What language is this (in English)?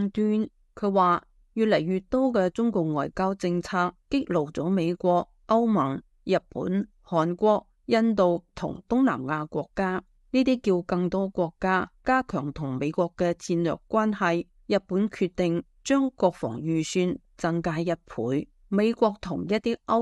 Cantonese